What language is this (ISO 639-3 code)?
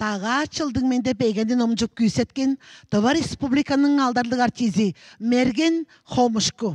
tyv